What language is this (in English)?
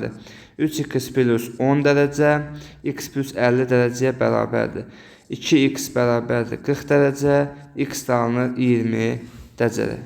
Azerbaijani